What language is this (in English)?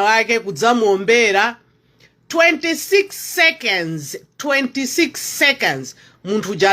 Nyanja